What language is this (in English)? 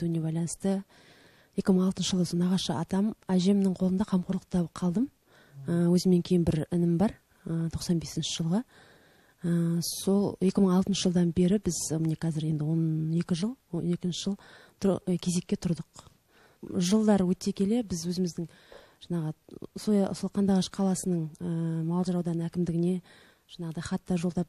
Kazakh